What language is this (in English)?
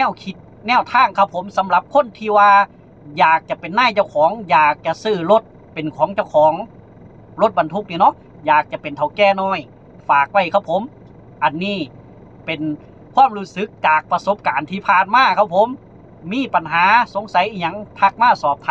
Lao